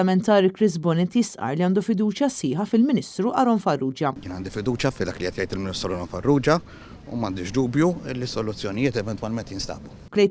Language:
Maltese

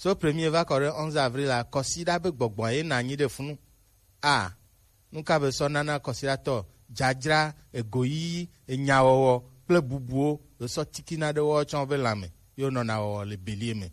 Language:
Gen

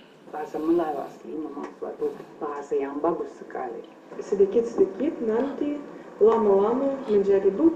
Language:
Malay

